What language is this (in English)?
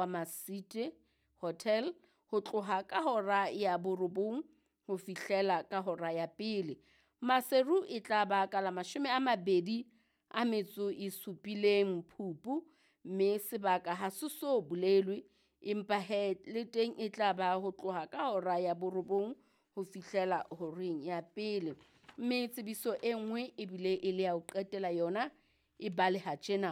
Southern Sotho